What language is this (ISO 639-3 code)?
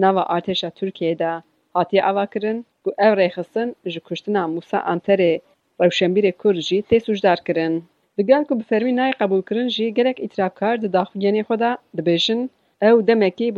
kur